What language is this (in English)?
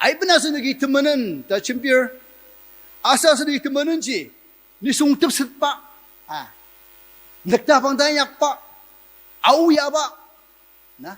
Ao Naga